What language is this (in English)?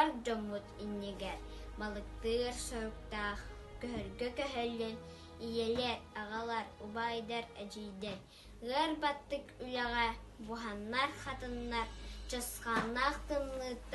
Yakut